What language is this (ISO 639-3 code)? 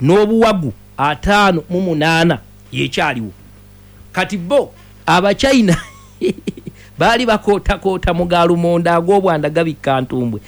lug